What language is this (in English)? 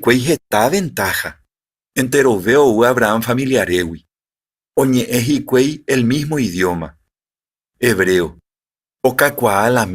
Guarani